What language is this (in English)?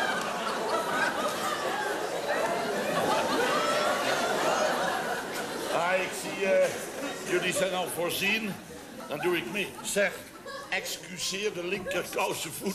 Dutch